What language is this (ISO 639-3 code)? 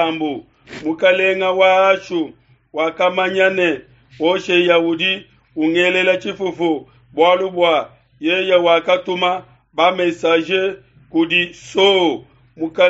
lua